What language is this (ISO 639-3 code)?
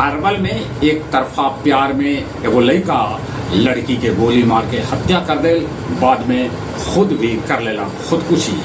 mag